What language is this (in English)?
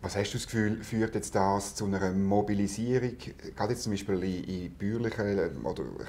German